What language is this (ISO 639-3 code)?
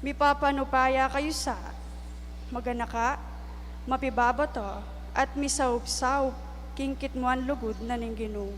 pam